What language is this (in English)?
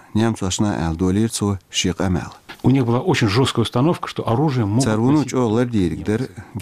Chechen